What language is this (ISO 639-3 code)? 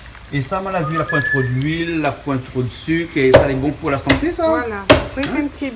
rcf